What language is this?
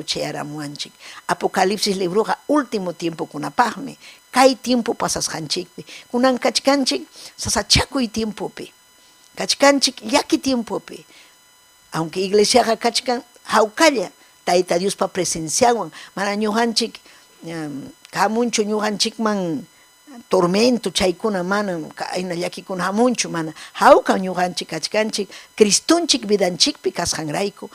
Ayacucho Quechua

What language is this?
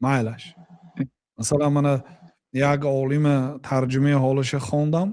Tajik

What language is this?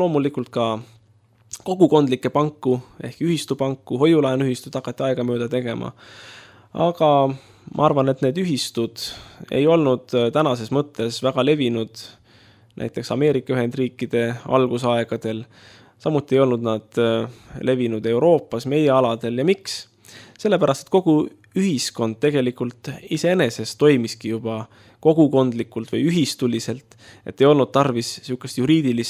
Estonian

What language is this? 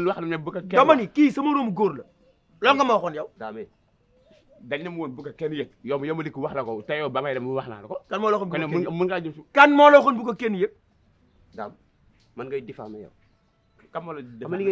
Wolof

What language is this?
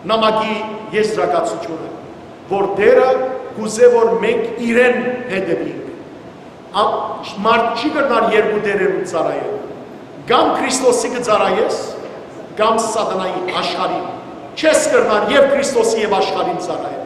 Western Armenian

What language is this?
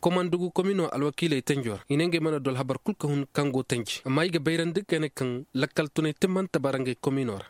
Koyraboro Senni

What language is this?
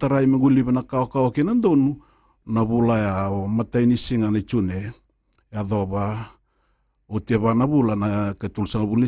Fijian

